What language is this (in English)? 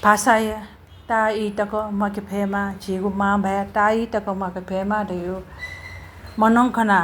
Newari